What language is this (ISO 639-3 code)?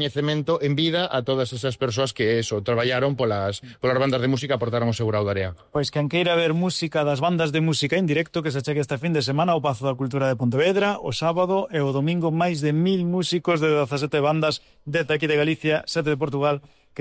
glg